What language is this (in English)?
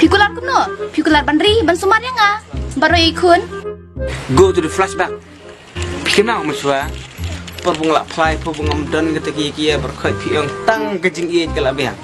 Khasi